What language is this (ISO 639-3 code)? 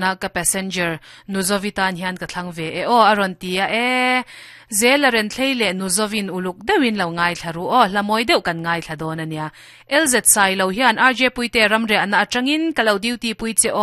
lus